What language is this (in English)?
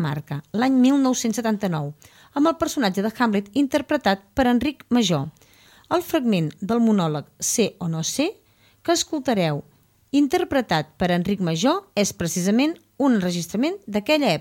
Catalan